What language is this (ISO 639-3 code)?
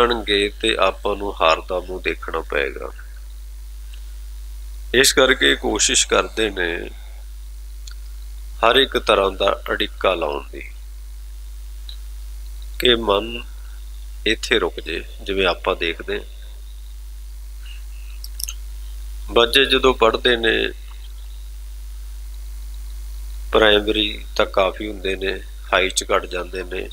pan